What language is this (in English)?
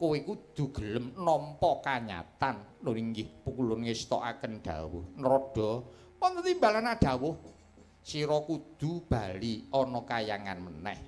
Javanese